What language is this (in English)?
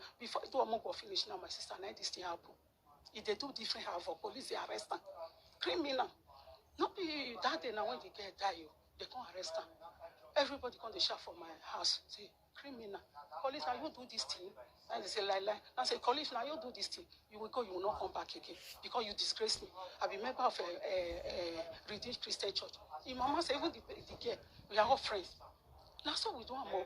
Nigerian Pidgin